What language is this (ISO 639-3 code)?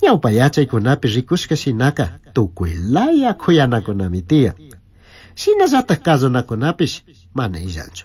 qug